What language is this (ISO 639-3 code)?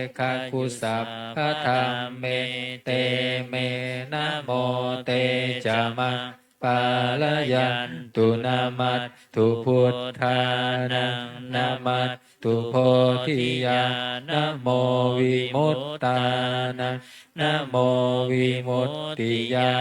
pli